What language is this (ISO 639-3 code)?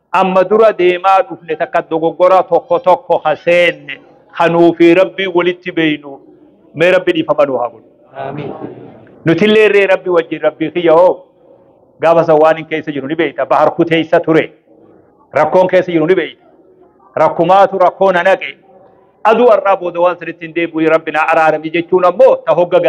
orm